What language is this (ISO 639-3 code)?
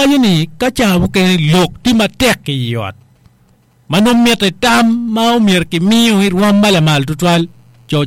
ach